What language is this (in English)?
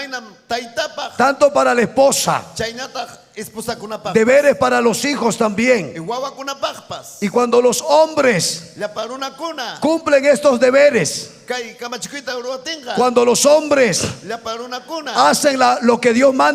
Ayacucho Quechua